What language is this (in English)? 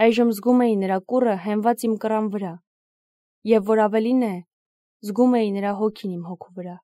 Armenian